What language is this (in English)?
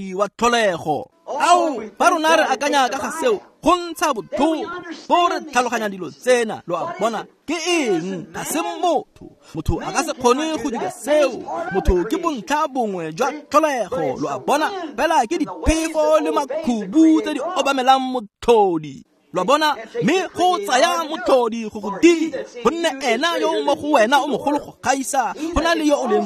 Tswana